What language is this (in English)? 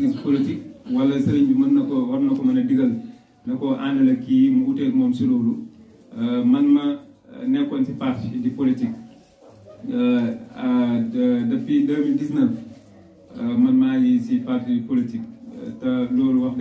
Wolof